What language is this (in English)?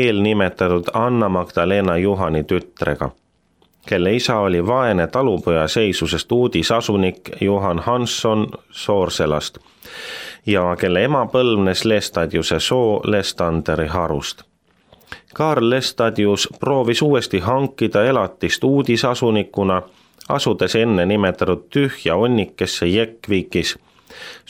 Estonian